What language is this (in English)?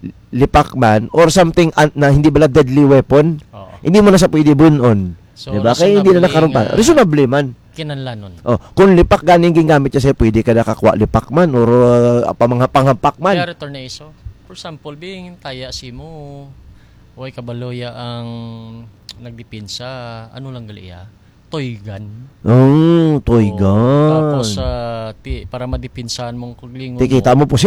Hiligaynon